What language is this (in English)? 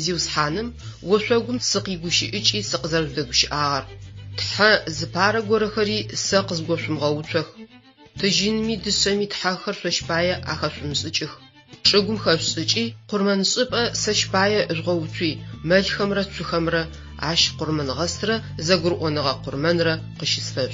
Adyghe